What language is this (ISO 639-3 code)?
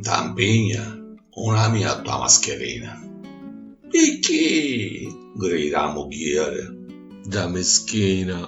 scn